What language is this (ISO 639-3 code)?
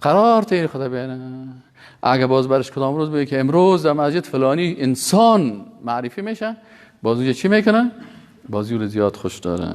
fas